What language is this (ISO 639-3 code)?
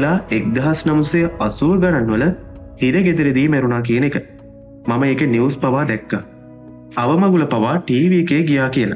sin